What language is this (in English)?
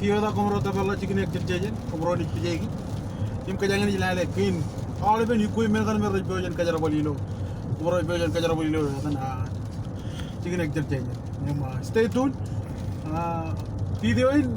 Marshallese